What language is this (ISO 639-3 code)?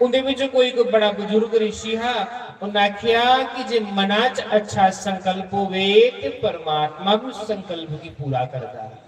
doi